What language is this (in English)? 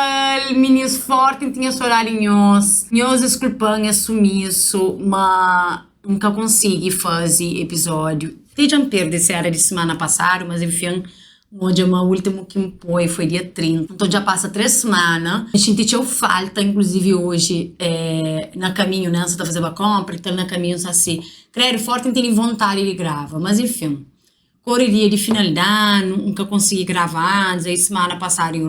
Kabuverdianu